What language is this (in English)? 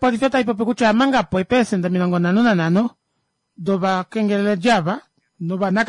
Kuanyama